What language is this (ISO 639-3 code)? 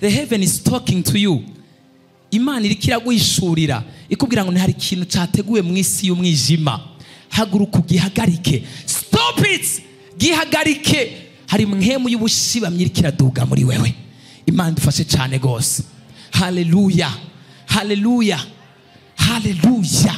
run